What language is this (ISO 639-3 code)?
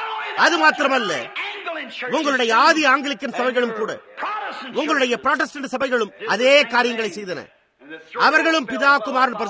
tam